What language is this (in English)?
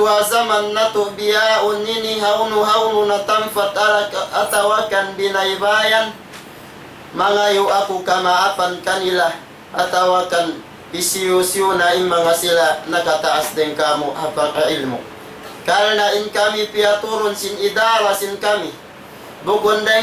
Tausug